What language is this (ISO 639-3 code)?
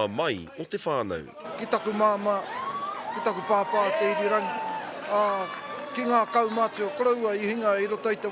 mri